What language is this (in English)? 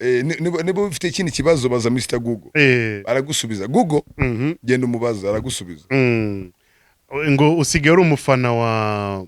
Kinyarwanda